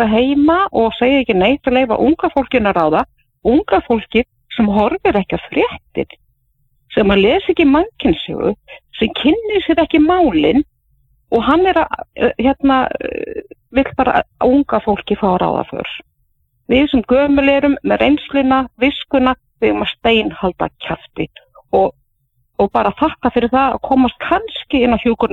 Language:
Icelandic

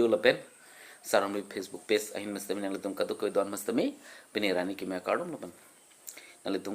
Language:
Karbi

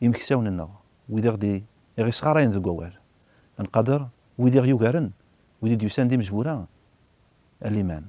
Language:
Kabyle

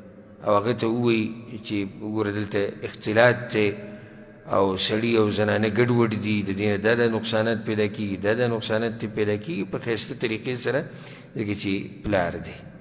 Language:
Pashto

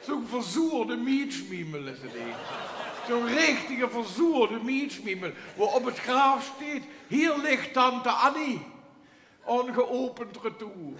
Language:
Limburgish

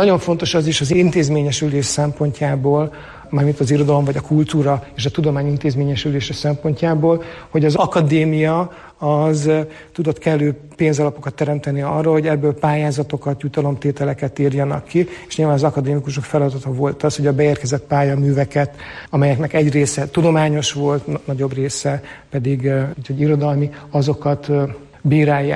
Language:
Hungarian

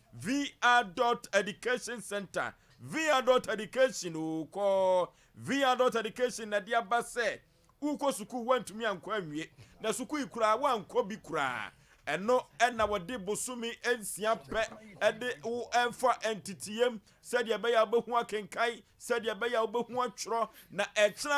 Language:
Akan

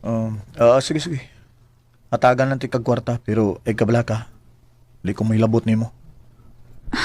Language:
Cebuano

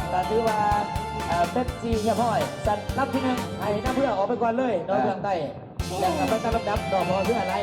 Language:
Lao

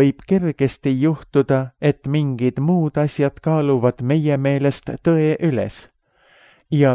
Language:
Estonian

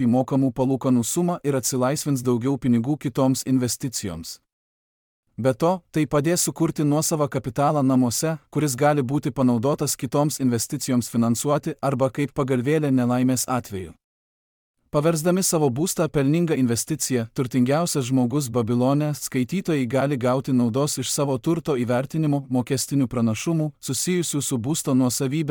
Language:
Lithuanian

